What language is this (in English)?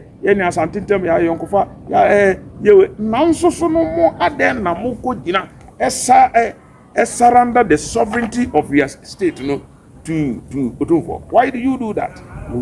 Akan